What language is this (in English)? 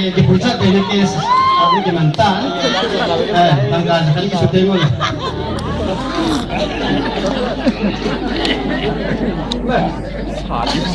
Malay